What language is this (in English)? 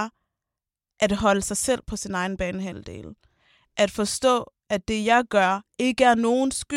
Danish